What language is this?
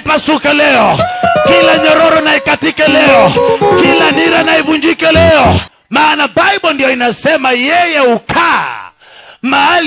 Swahili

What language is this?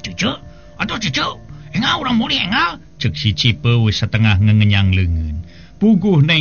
Sundanese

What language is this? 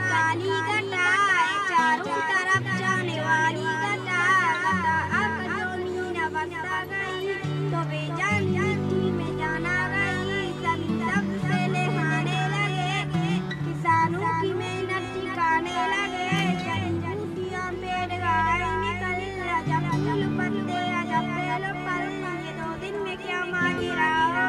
Baluchi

